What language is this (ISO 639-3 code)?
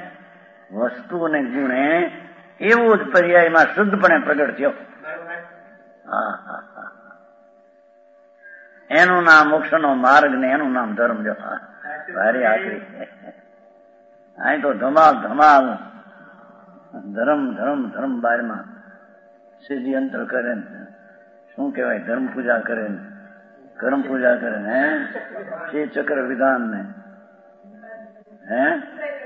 guj